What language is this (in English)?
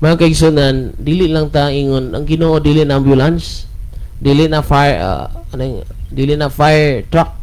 Cebuano